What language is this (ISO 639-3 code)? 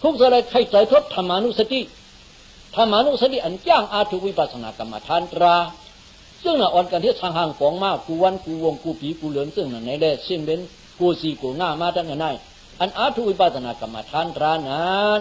shn